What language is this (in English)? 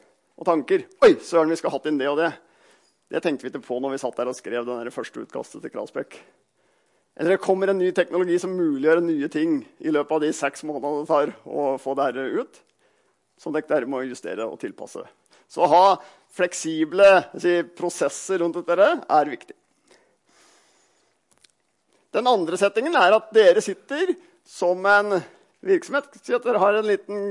Norwegian